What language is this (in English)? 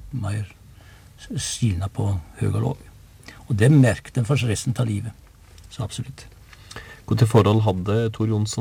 Norwegian